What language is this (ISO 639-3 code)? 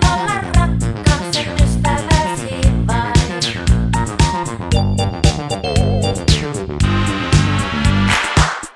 fin